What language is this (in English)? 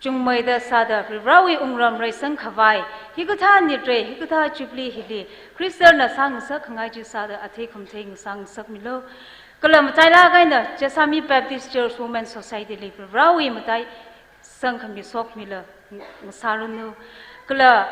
Tangkhul Naga (India)